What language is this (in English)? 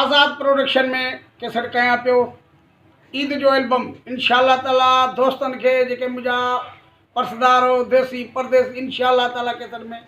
Sindhi